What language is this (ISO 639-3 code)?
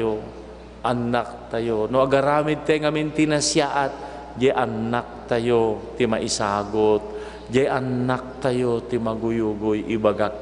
ilo